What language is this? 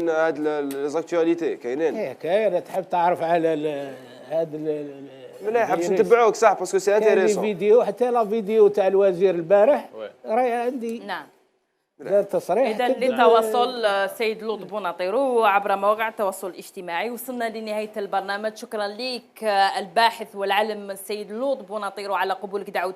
Algerian Arabic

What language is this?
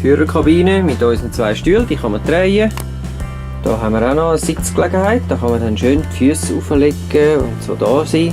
Swiss German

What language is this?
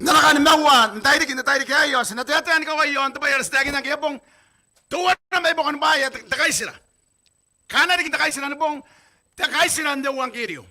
Gilbertese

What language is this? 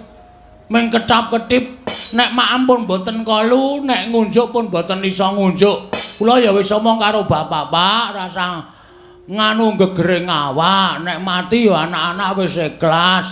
Javanese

